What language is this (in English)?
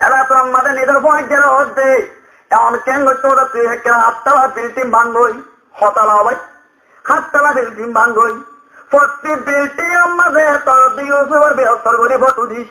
Rohingya